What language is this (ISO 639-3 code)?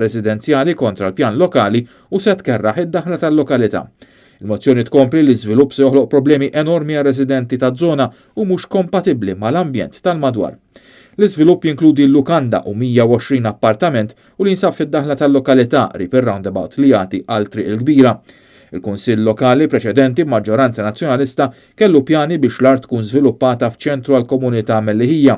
mlt